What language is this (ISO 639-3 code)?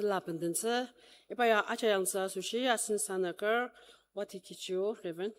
njo